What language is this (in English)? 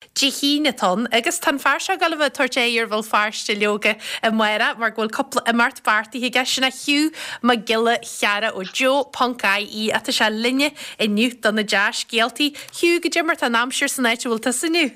Irish